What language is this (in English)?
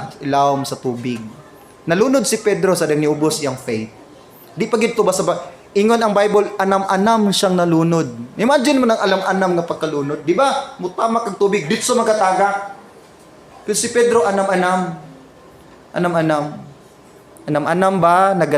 Cebuano